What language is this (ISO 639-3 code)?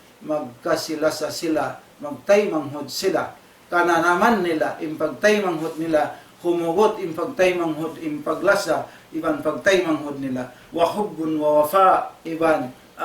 tsg